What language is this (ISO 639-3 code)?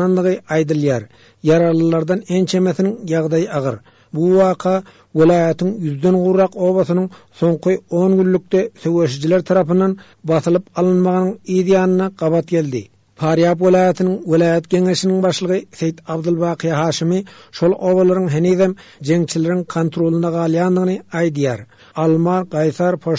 tuk